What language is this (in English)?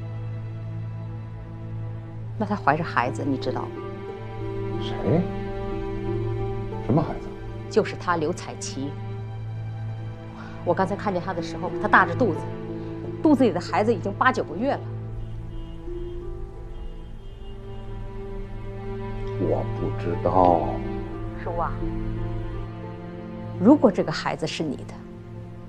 Chinese